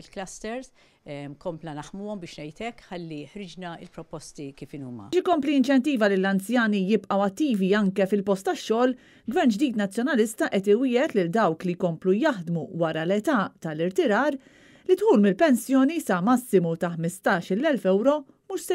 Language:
Maltese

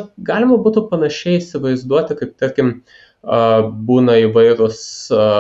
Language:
Lithuanian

